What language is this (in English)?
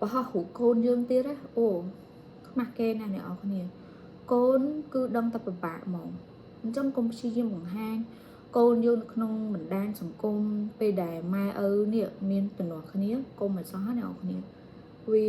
Khmer